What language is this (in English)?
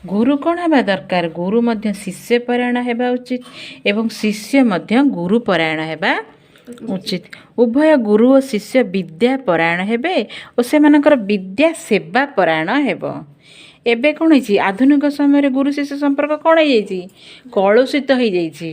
Odia